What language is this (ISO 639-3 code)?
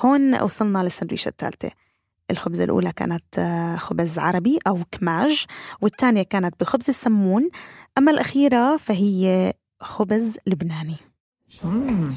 apc